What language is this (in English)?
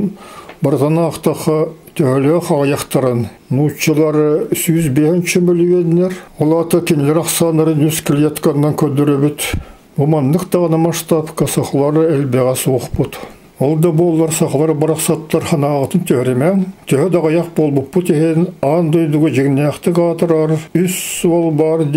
Yakut